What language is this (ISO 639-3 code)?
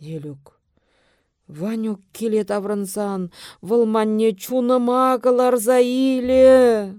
chv